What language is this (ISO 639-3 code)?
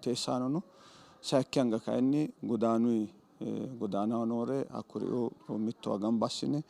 sid